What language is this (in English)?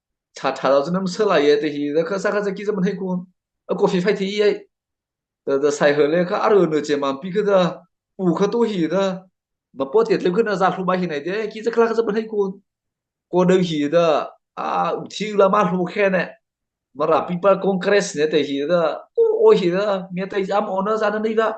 Mara Chin